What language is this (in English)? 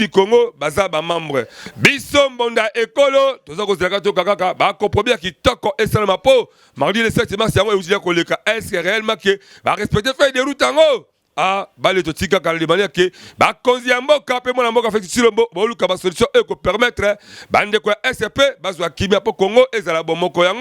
Lingala